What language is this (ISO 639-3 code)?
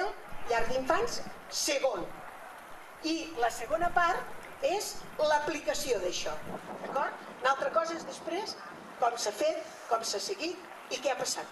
cat